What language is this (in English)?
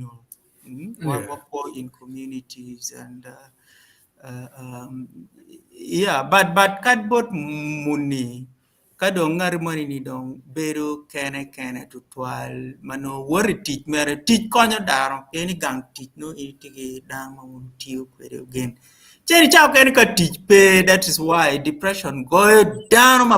Acoli